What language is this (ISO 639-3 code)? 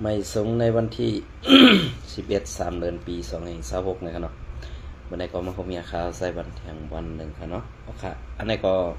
shn